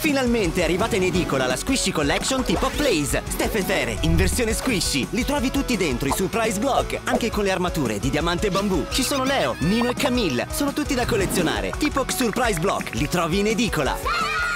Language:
Italian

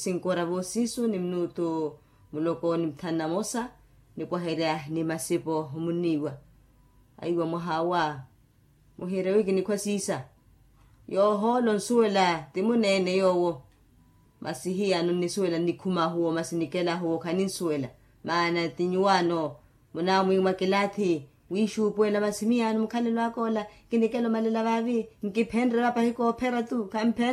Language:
Makhuwa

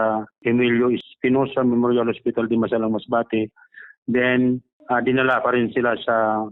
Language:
Bikol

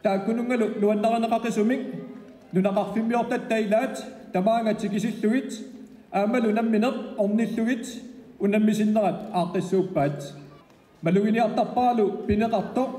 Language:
Kalaallisut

